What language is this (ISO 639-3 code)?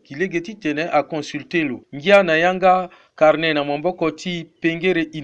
sag